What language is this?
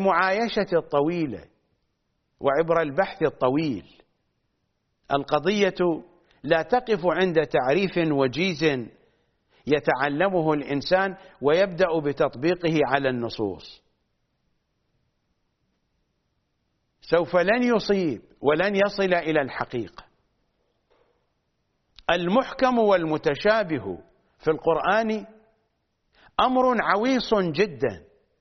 Arabic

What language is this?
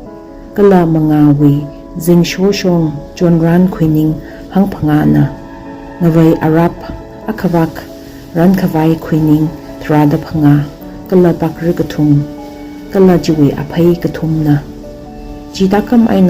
Tangkhul Naga (India)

